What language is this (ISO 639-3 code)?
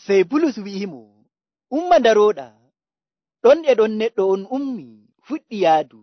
fuv